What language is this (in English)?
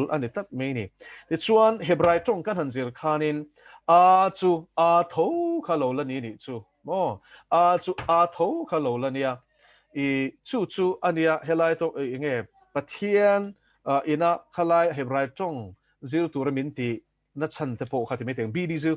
Mizo